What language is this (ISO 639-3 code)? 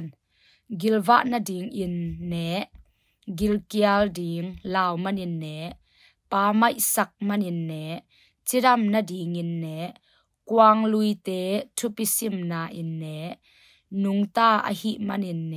ctd